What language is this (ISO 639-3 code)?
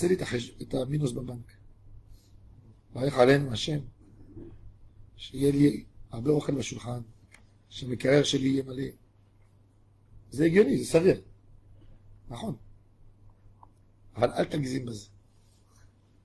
heb